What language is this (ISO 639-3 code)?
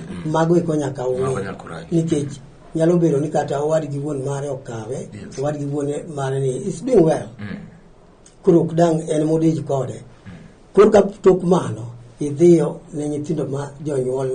luo